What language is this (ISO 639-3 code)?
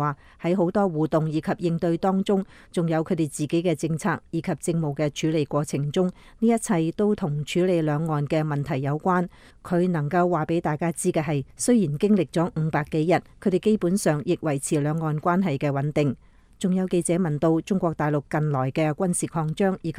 yue